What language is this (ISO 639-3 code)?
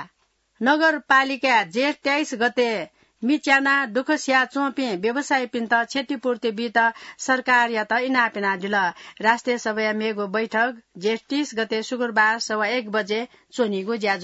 new